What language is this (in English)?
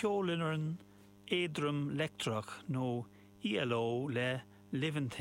Irish